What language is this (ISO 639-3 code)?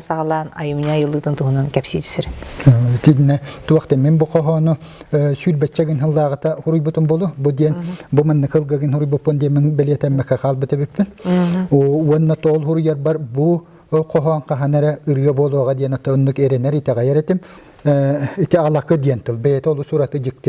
sah